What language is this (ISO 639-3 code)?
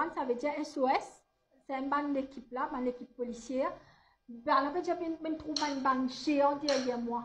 mfe